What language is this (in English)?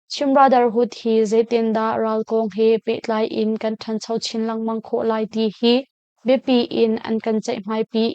Hakha Chin